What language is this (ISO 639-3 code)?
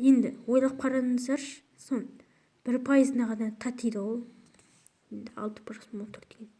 kaz